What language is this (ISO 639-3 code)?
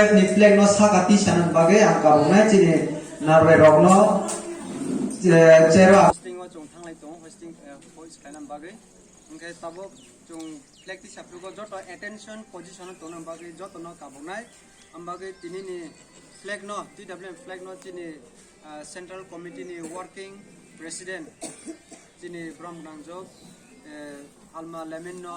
trp